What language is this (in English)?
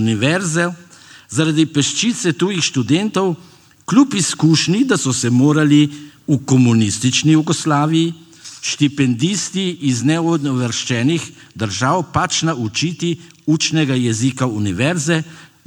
Slovenian